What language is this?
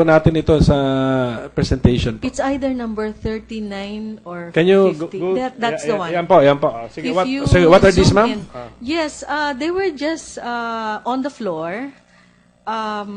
Filipino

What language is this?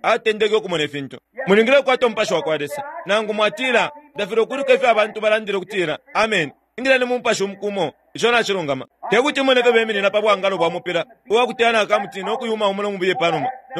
Bemba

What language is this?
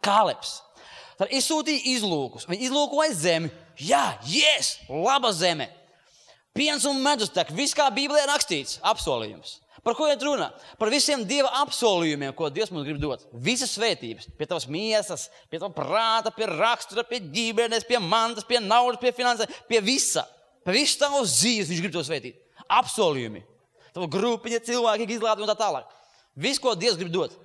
Latvian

